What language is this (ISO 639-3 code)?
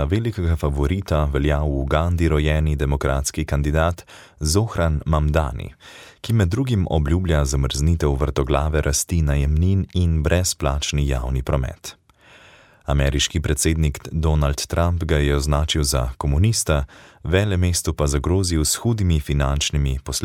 slv